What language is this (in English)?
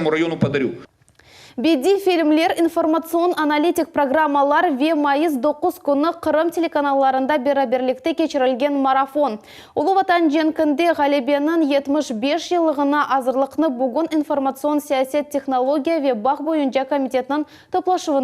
Crimean Tatar